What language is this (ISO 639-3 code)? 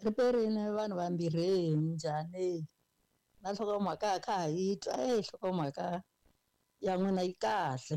tso